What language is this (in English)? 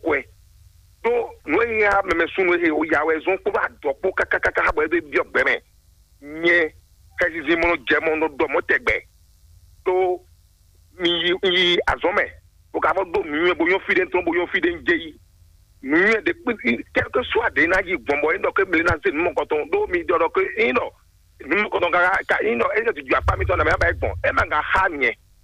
Fon